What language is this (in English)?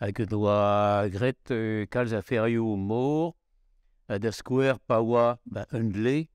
Breton